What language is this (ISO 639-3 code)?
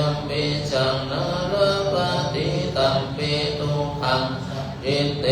pli